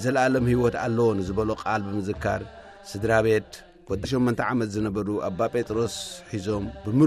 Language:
Tigrinya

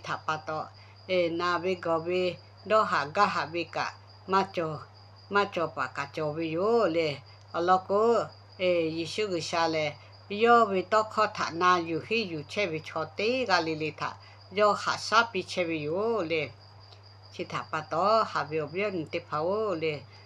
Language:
Lahu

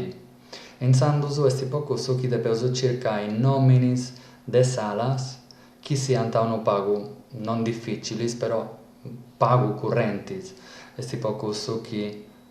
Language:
Sardinian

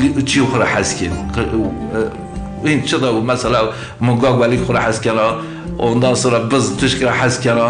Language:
Zaza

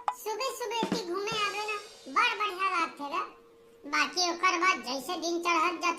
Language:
Chhattisgarhi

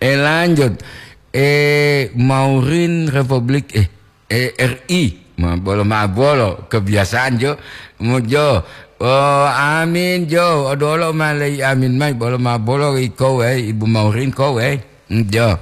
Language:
Gorontalo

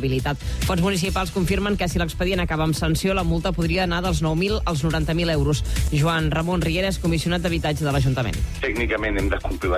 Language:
Catalan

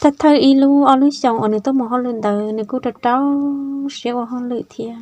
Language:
Hmong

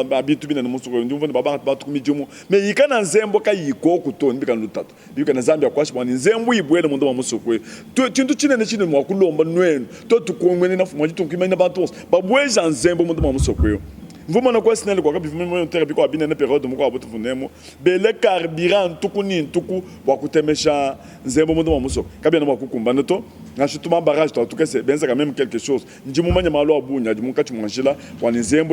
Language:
Luba-Lulua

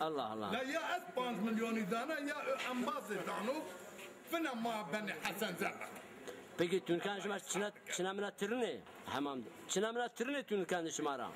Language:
Zaza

